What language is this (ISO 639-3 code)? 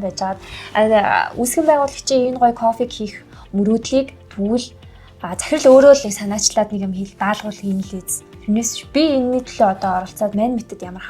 mon